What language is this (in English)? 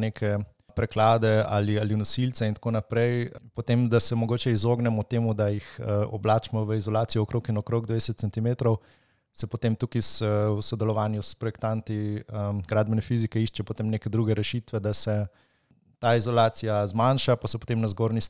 Slovenian